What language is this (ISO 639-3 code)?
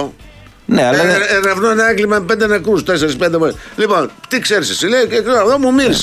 ell